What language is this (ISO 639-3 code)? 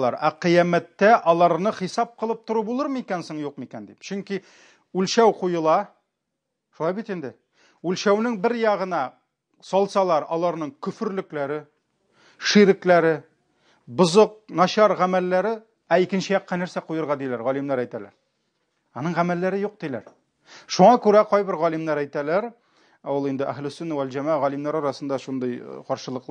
tat